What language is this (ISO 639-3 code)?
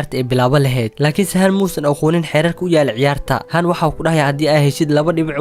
som